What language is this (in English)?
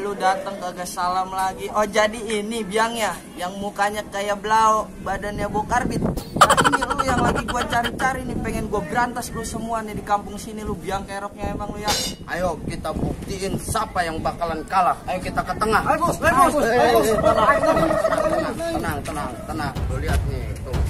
Betawi